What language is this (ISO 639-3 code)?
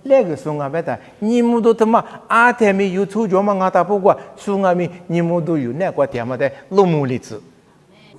lis